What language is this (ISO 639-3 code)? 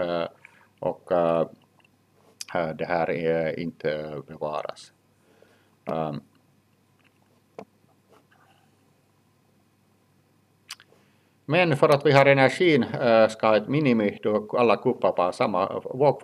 swe